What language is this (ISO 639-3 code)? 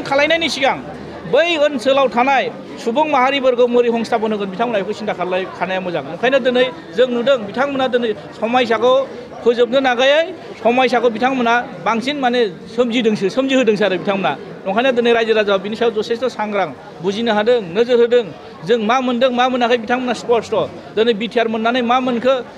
brx